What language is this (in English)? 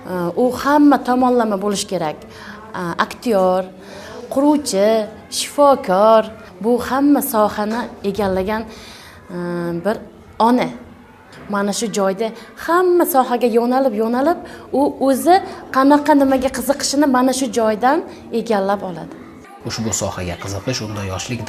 Uzbek